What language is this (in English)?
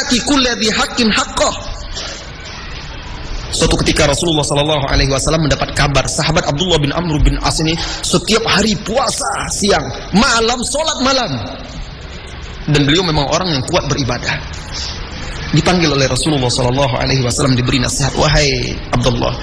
Indonesian